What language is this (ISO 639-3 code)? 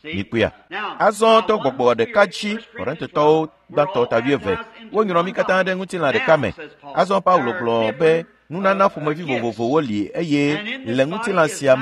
ewe